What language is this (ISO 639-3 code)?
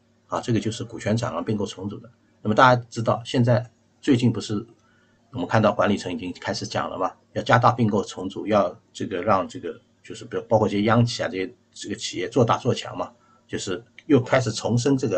zho